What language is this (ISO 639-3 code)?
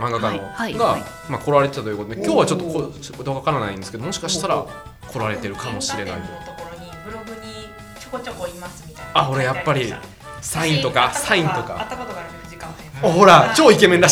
jpn